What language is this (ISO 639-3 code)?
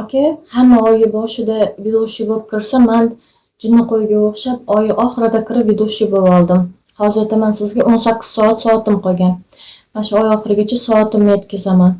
uzb